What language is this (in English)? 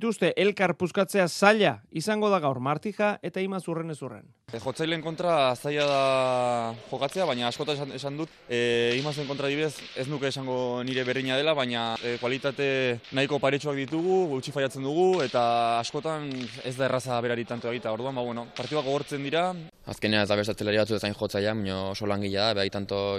Basque